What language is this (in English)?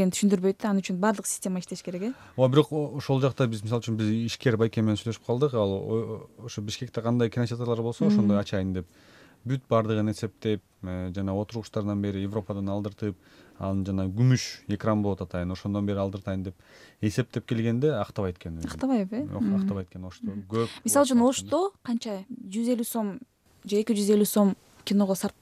Kyrgyz